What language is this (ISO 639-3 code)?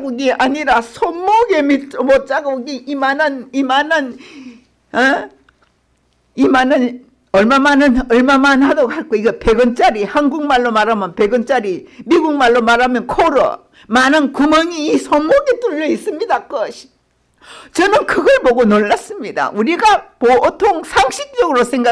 kor